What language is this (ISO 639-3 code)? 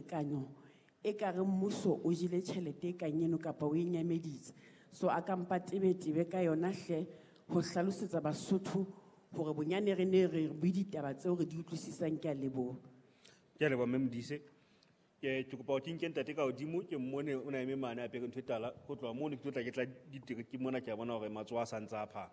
sot